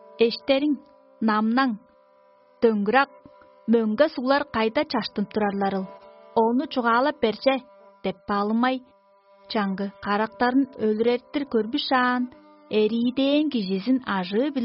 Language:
Tuvinian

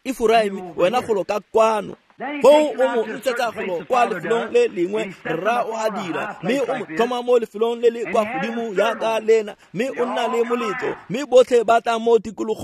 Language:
Tswana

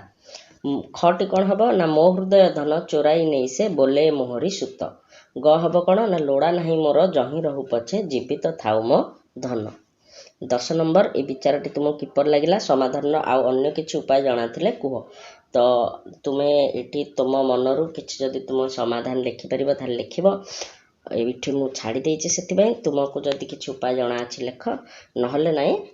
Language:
Odia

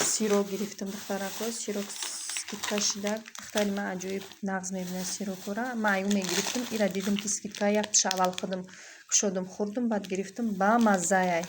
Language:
Tajik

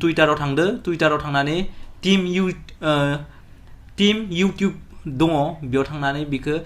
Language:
Bodo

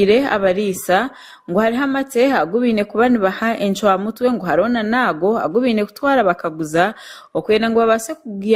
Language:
Nyankole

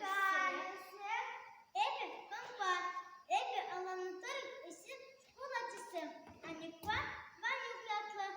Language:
Chuvash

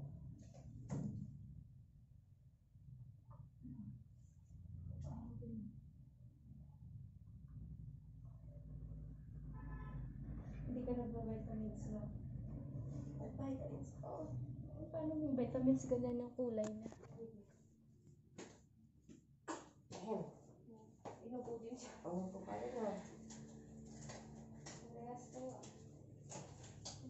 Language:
Filipino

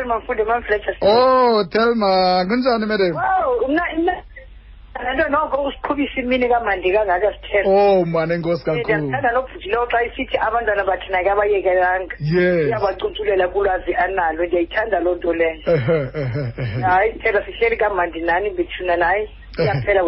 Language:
Xhosa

